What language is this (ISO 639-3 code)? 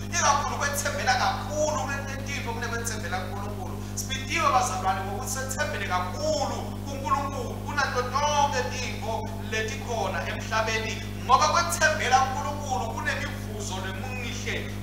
ssw